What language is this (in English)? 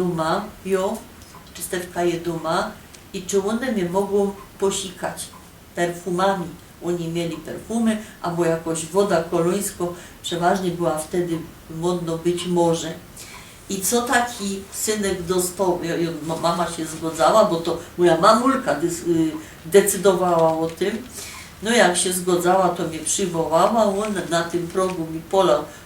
Silesian